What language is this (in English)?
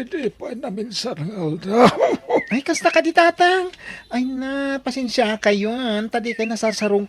Iloko